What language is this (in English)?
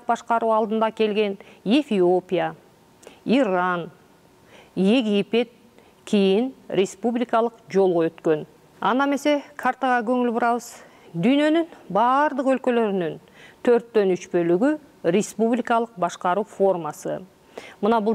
Kyrgyz